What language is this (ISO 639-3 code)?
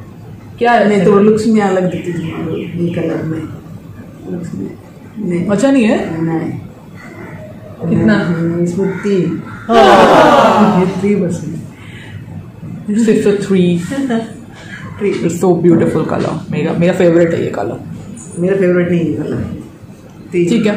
hin